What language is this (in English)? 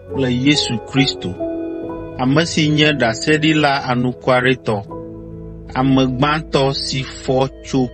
Ewe